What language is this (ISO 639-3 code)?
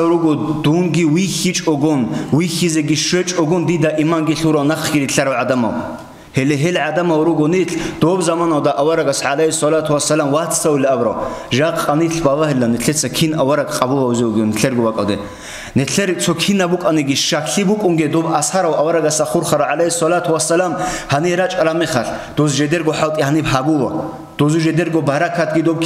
ava